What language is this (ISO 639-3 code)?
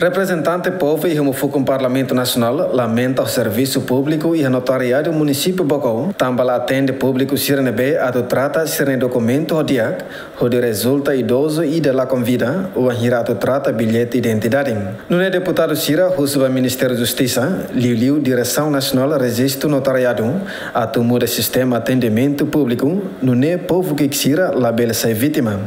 tet